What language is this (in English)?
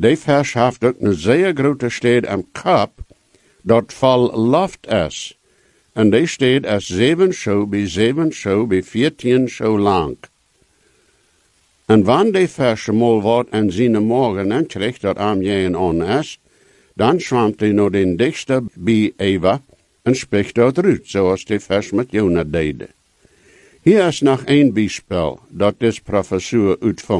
Plautdietsch